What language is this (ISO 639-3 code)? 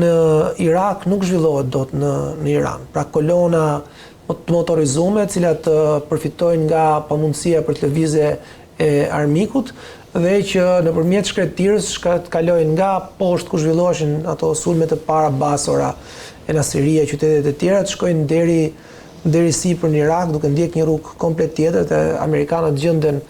sqi